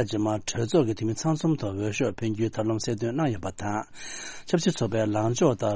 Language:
Tibetan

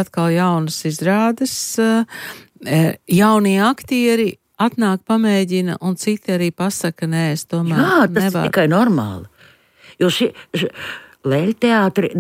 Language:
Latvian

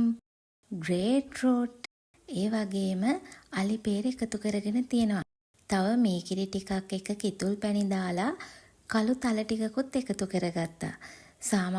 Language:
Sinhala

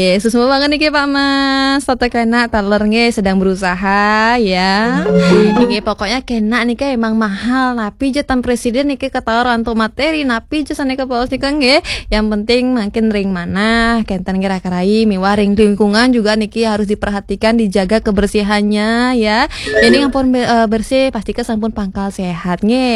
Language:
Balinese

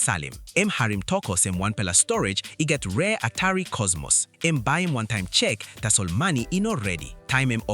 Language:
Tok Pisin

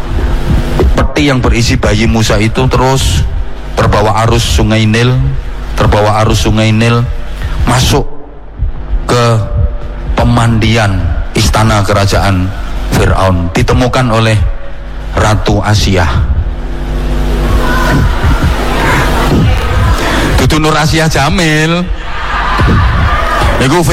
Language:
Indonesian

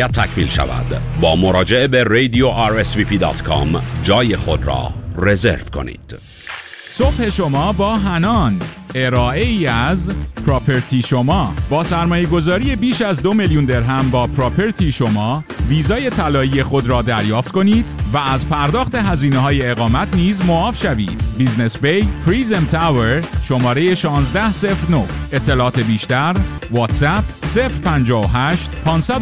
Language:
Persian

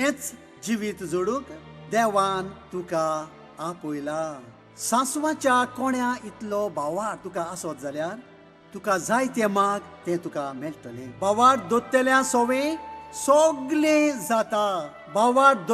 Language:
Konkani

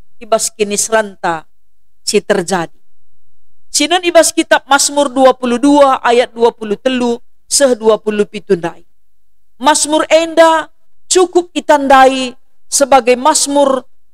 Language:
Batak Karo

